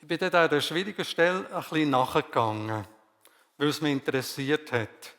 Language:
Swiss German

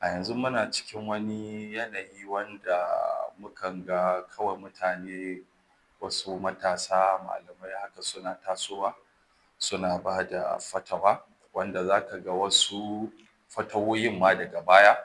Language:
Hausa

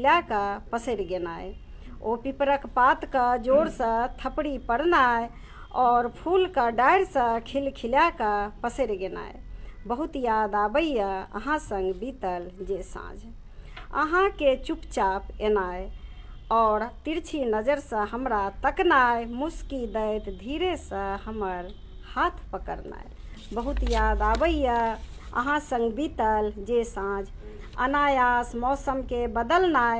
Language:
Maithili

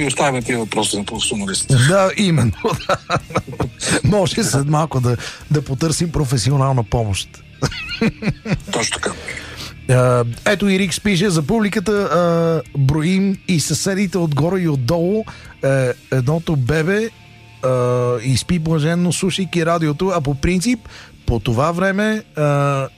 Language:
Bulgarian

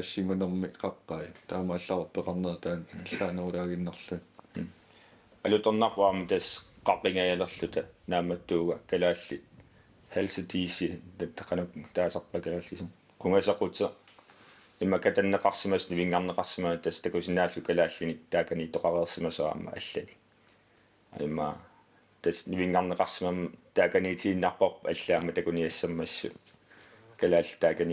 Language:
Kalaallisut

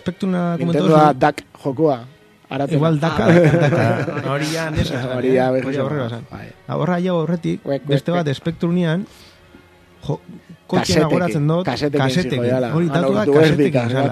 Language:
Basque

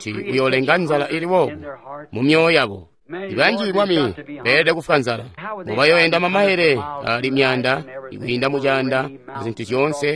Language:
Tonga (Zambia)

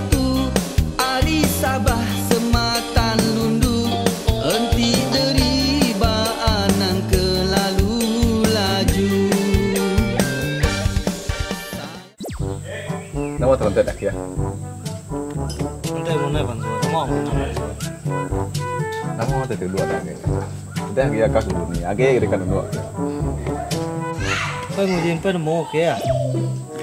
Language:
Iban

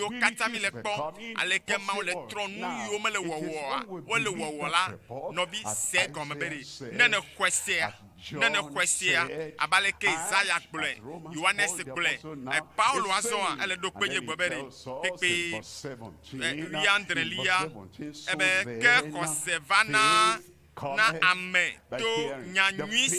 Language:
Ewe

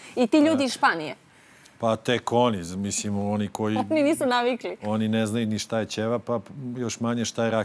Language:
Serbian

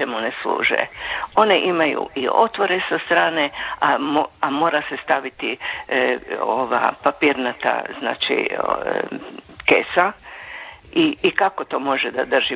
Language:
Croatian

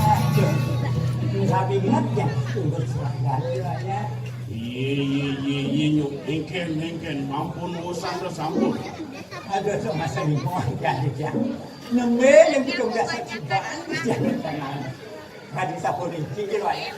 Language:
Balinese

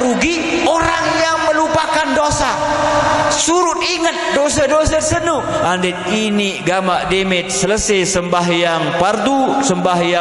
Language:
Sasak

